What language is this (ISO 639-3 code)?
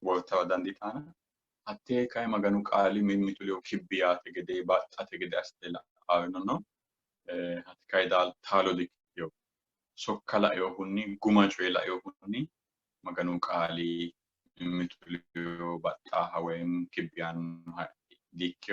sid